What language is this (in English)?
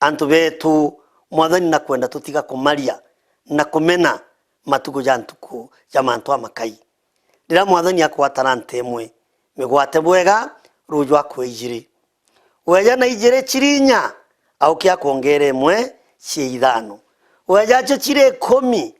Meru